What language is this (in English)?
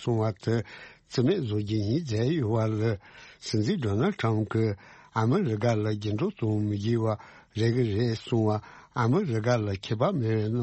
Tibetan